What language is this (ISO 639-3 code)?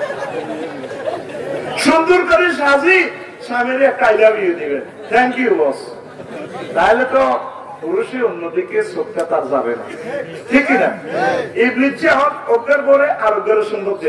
ben